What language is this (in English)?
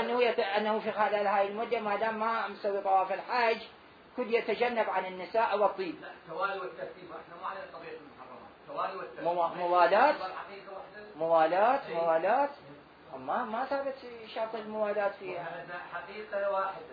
Mesopotamian Arabic